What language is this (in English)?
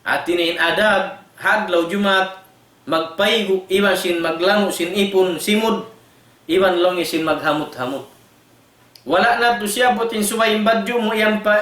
Tausug